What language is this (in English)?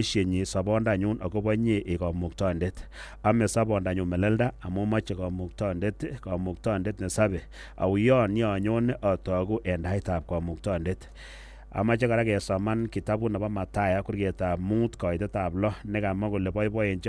Kalenjin